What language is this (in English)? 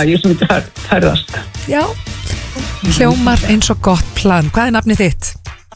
Icelandic